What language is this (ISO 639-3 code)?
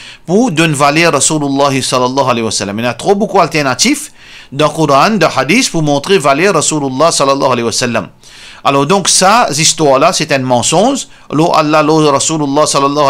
mfe